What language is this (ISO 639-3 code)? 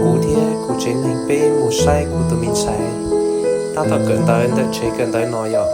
hmn